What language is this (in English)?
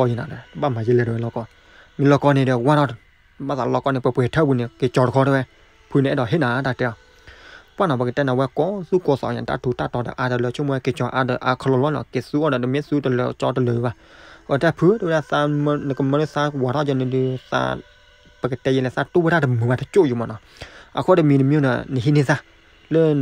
S'gaw Karen